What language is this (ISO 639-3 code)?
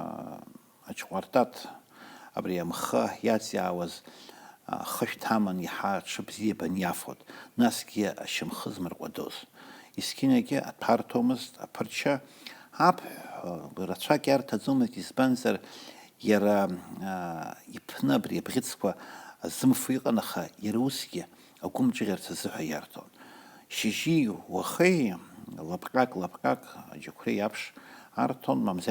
abk